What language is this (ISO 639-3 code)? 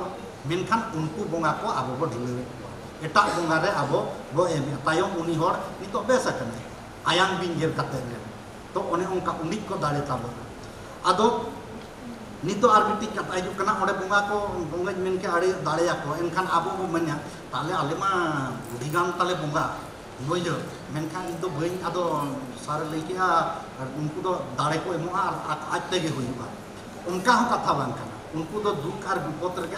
sat